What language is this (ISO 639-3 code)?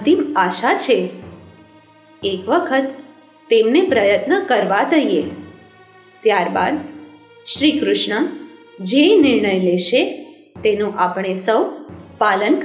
guj